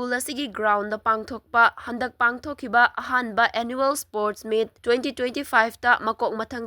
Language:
Manipuri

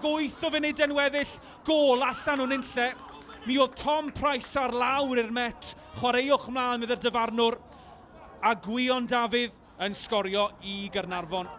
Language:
Welsh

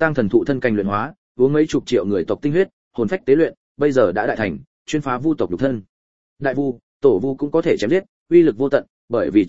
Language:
Vietnamese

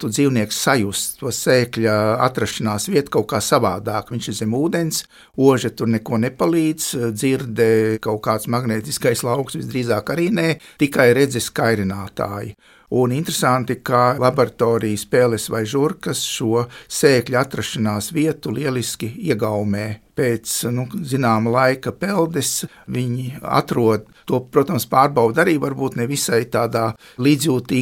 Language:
Latvian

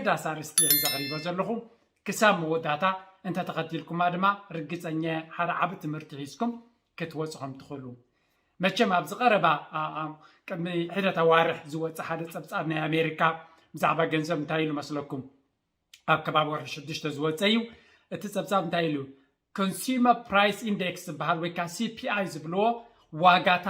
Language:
Tigrinya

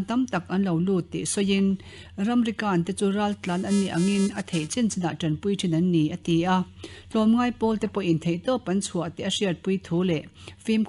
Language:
Mizo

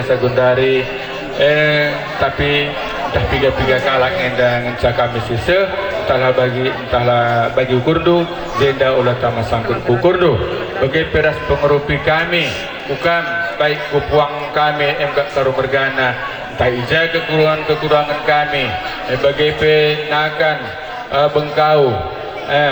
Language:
Batak Karo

